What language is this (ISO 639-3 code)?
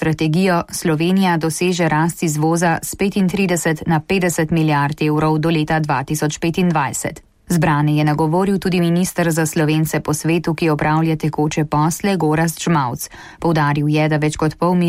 slv